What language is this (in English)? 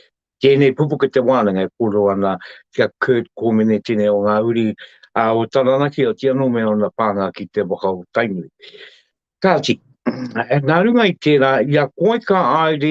Māori